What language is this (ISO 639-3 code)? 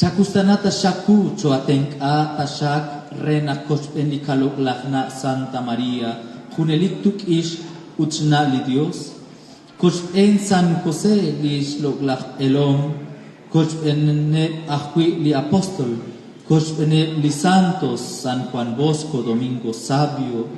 kek